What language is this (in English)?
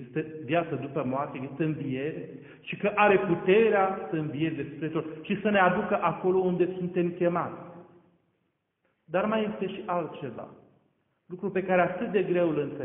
Romanian